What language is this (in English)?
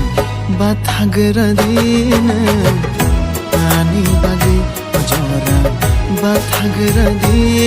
Kok Borok